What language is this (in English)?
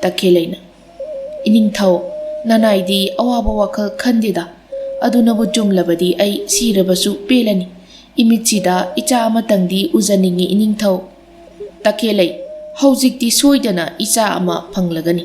Manipuri